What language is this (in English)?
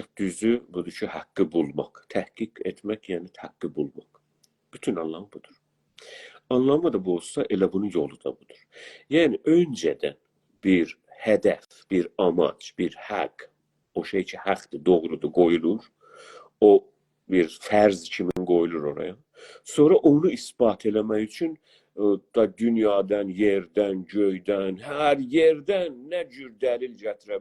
South Azerbaijani